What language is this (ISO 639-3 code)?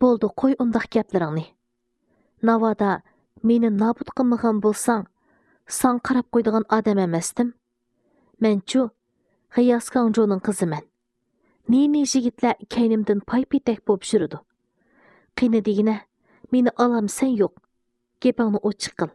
uig